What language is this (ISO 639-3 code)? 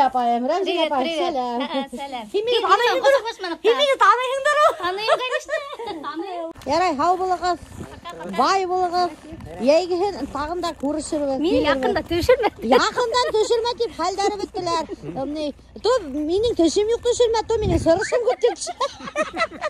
bak